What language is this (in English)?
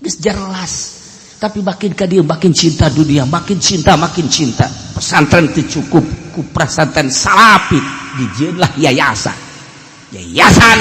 Sundanese